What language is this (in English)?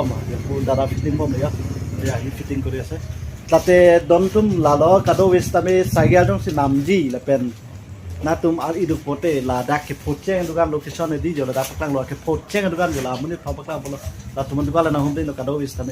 Karbi